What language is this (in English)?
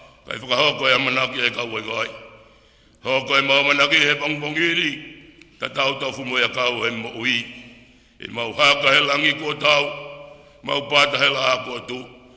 Tongan